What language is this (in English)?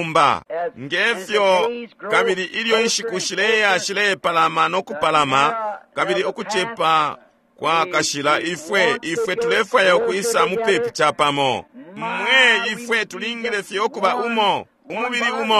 Bemba